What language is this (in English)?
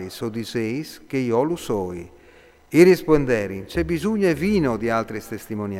Friulian